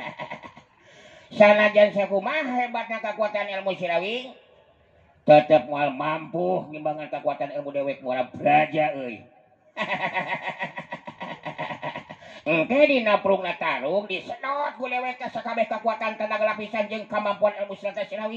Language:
Sundanese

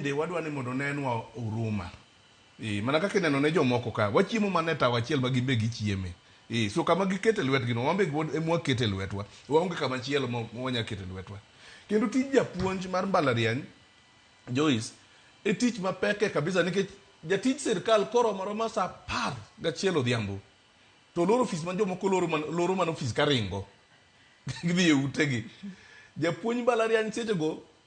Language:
Luo (Kenya and Tanzania)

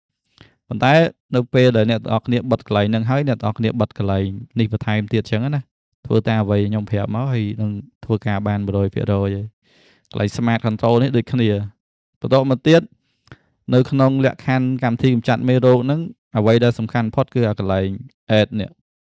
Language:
Khmer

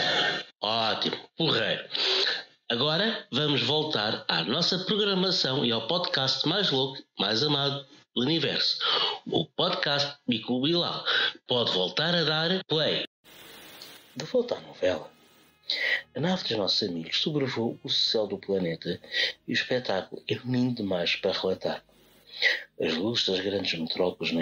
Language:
Portuguese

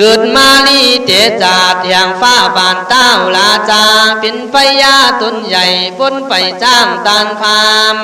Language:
Khün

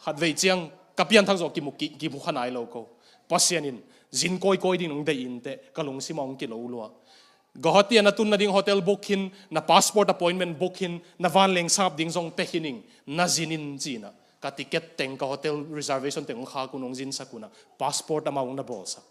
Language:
Tedim Chin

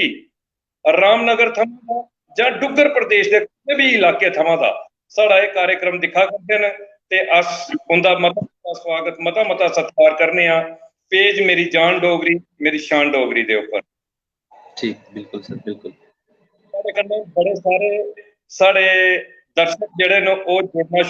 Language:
Dogri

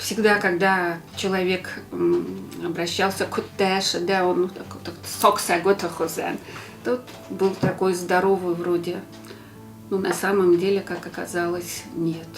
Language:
Ossetic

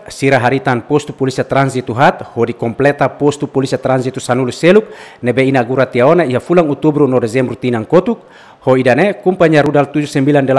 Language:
Tetum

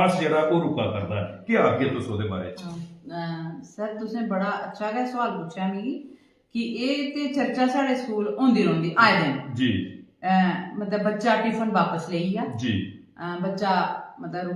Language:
Dogri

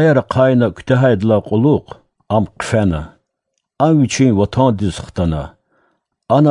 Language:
Lezghian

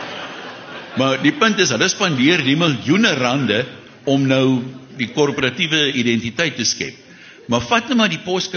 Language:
Afrikaans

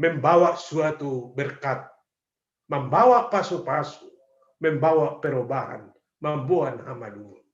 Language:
Batak Simalungun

